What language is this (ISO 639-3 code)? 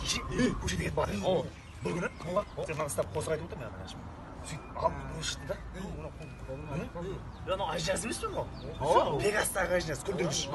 kaa